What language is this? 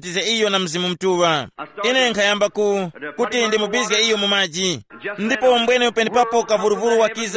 Tumbuka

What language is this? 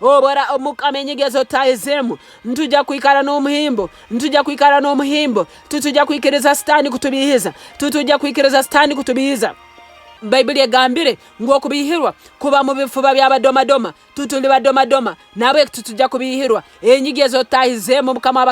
Nyankole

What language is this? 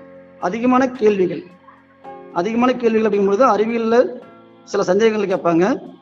Tamil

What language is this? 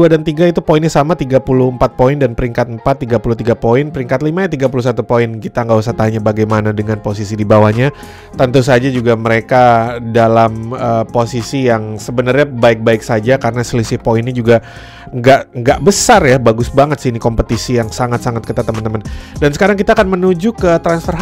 Indonesian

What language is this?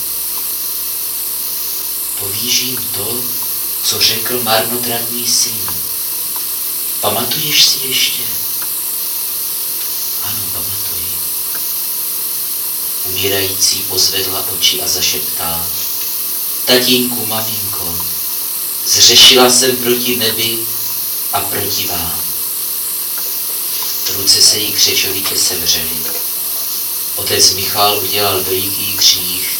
Czech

